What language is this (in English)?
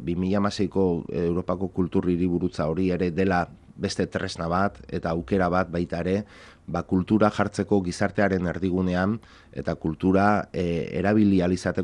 Basque